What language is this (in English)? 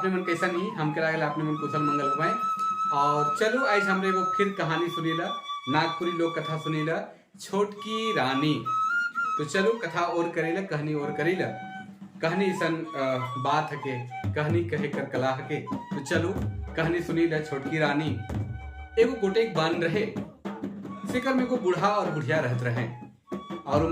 Sadri